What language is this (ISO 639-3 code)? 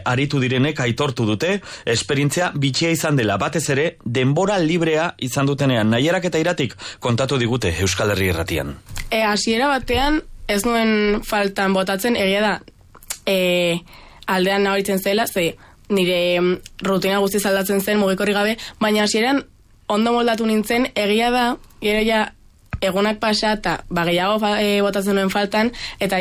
eus